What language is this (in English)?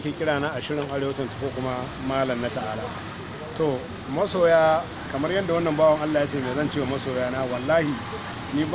Hausa